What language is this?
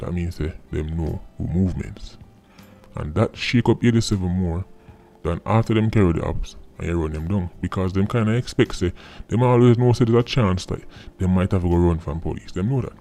Jamaican Creole English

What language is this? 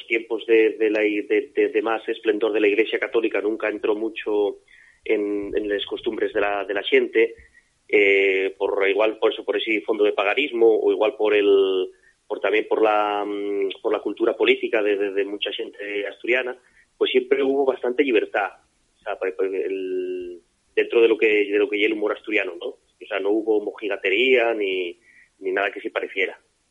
Asturian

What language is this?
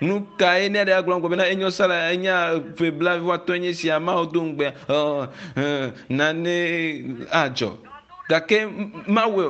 Ewe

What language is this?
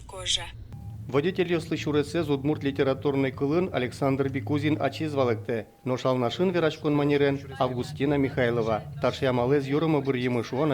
Udmurt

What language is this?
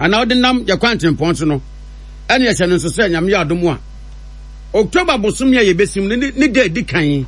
Akan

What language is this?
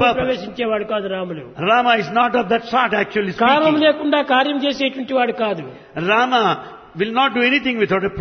Telugu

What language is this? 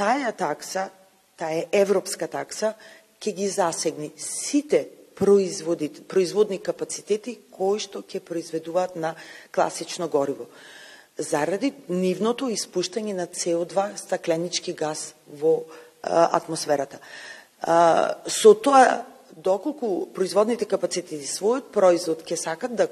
Macedonian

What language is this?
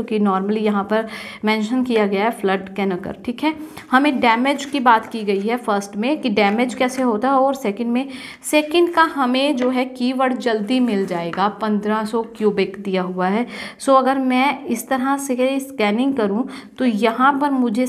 Hindi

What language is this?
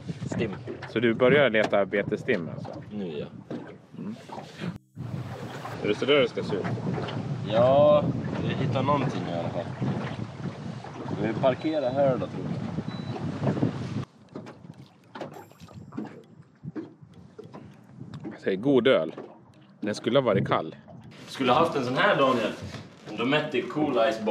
Swedish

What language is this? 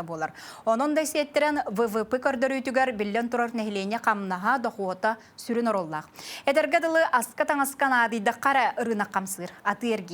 Yakut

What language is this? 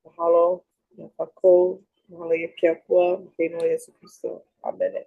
Hawaiian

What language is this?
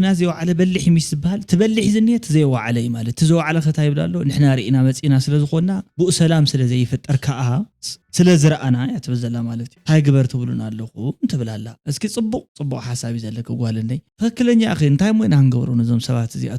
Tigrinya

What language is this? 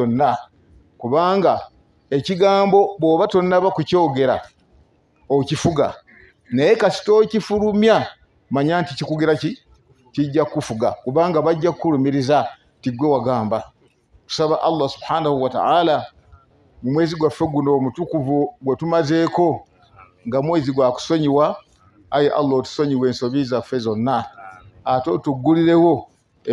Ganda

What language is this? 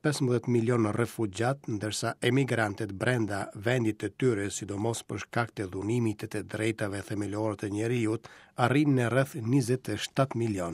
Albanian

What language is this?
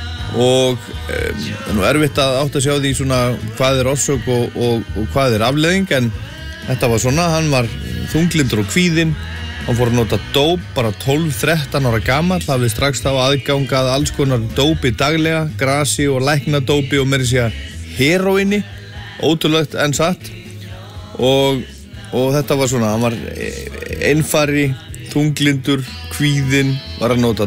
Icelandic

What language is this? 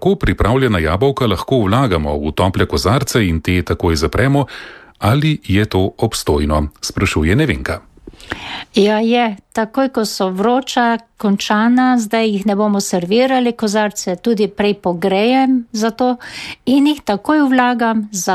Slovenian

